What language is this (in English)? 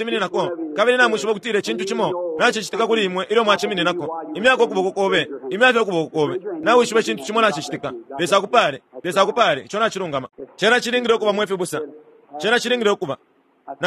Bemba